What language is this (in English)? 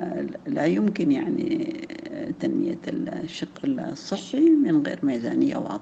Sudanese Arabic